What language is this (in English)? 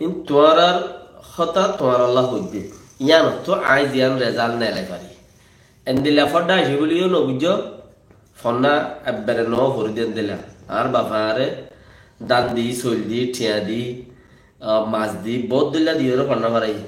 Rohingya